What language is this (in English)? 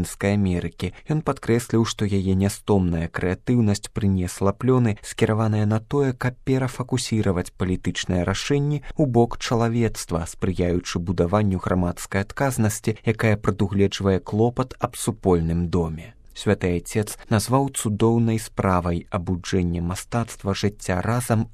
Belarusian